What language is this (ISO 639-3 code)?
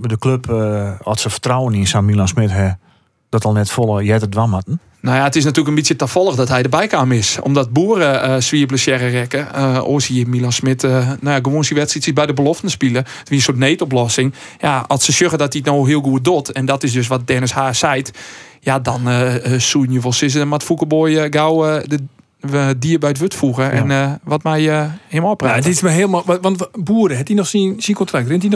fry